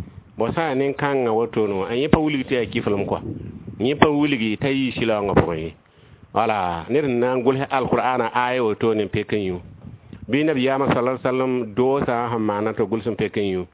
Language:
Mossi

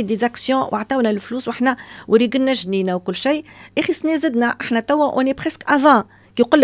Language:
Tunisian Arabic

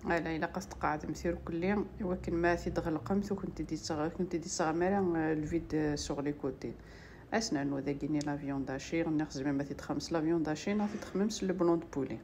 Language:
Kabyle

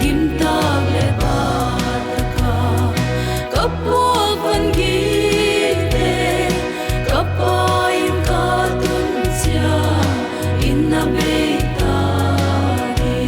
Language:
Paite Chin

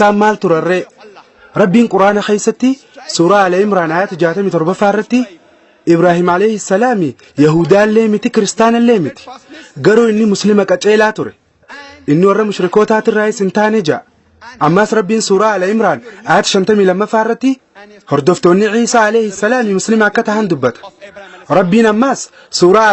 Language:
Oromo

